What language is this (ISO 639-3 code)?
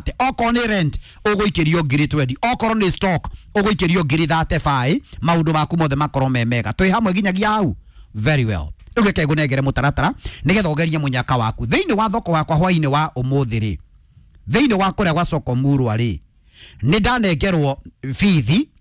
kik